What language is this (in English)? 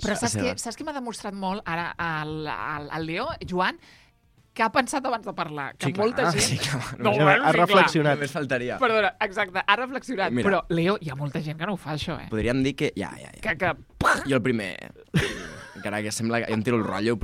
Catalan